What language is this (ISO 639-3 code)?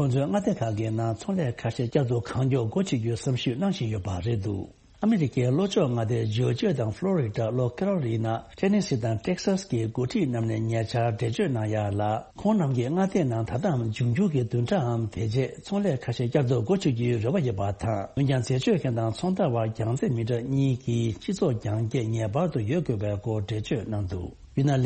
bod